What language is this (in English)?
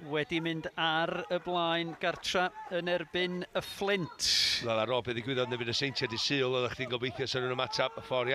Welsh